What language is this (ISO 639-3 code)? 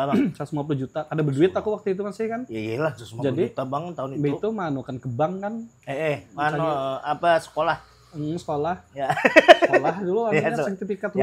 bjn